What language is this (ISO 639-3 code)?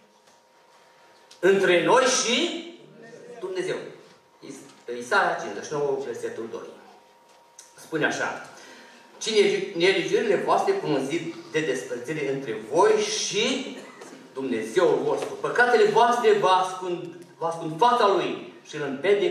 ron